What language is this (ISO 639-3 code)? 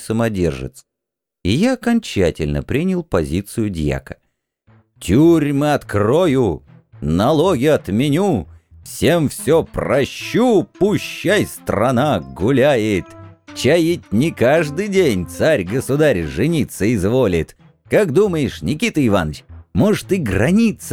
rus